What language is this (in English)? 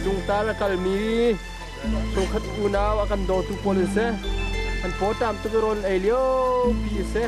Hakha Chin